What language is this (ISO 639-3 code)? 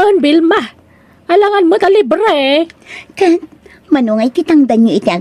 ilo